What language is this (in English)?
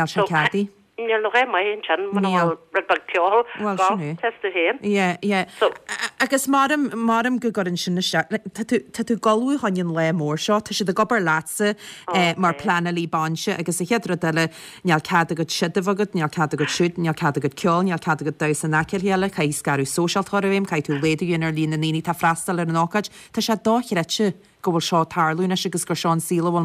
Irish